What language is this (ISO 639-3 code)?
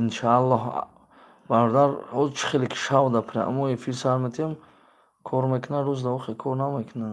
tgk